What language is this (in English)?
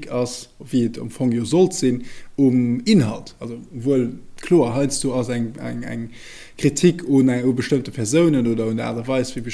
Luxembourgish